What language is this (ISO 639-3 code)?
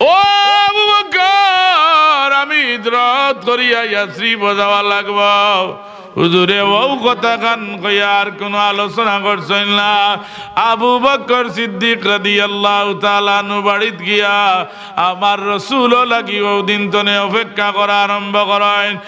syl